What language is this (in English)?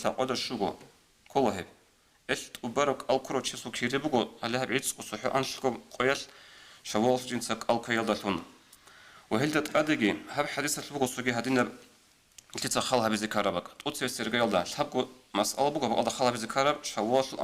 Avaric